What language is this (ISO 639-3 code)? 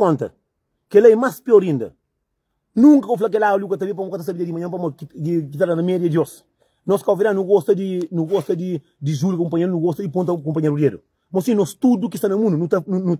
kea